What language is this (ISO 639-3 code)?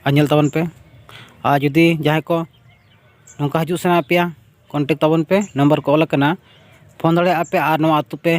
sat